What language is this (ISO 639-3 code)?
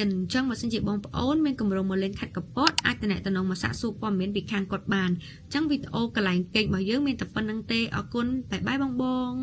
khm